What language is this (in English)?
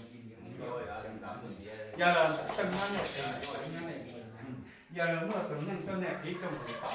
Hmong